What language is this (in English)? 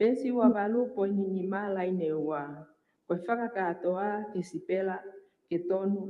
Tongan